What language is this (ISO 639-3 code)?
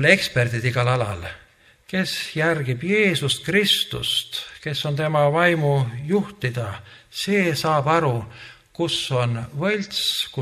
est